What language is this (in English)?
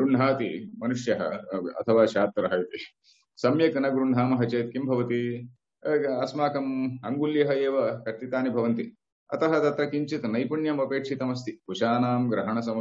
Sanskrit